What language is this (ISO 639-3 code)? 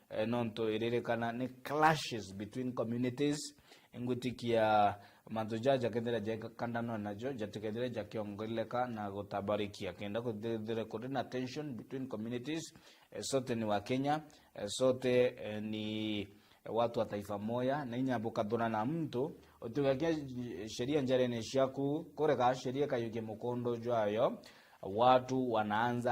mer